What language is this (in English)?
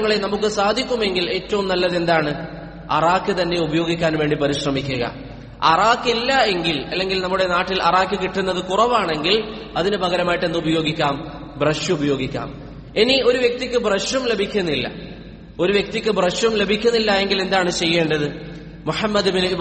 Malayalam